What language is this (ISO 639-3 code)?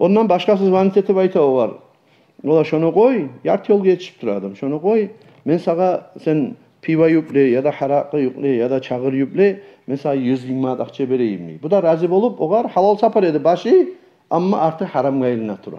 kum